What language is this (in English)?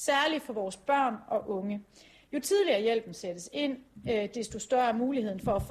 Danish